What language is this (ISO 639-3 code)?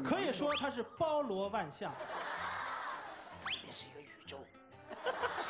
zho